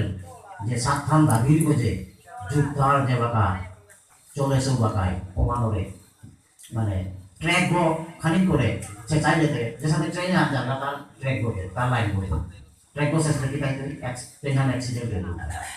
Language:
Bishnupriya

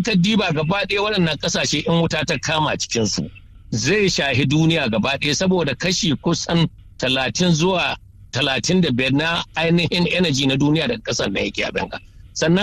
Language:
Hausa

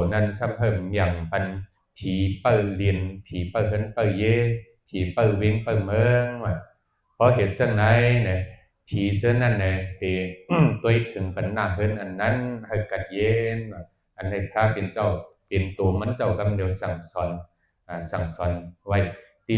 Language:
Shan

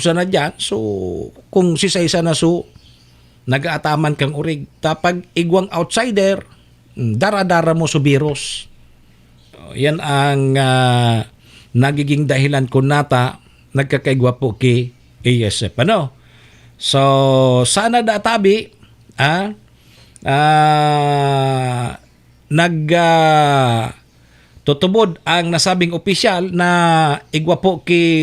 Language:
Bikol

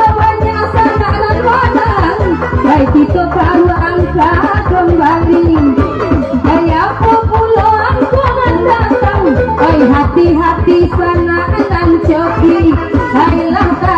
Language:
Minangkabau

